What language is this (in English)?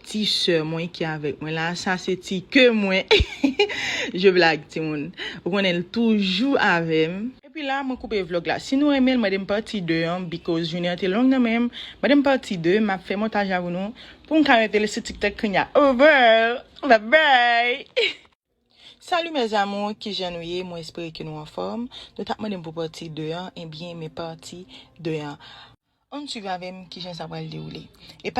Haitian Creole